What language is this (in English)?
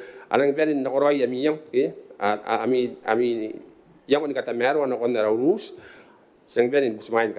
Gilbertese